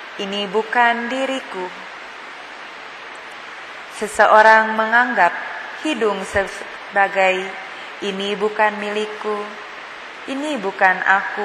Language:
Indonesian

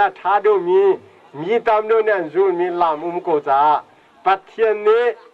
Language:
Hakha Chin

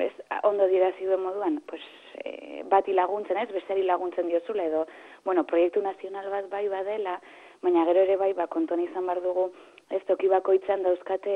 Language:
Basque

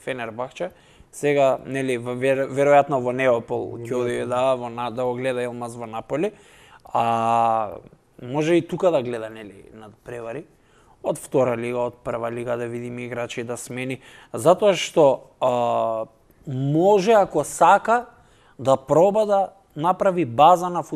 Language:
Macedonian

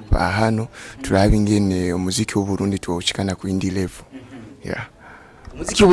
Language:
Rundi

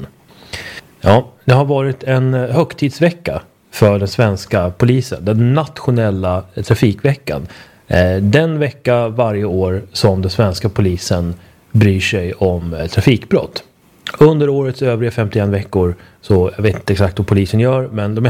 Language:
Swedish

